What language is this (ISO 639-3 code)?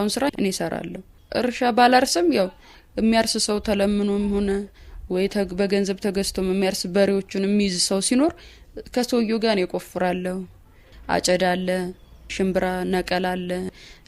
amh